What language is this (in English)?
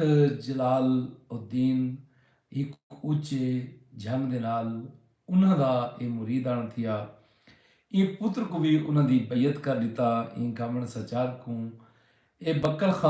Saraiki